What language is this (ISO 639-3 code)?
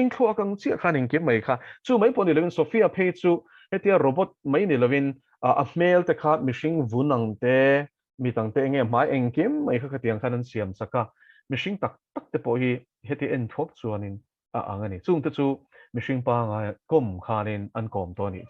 lus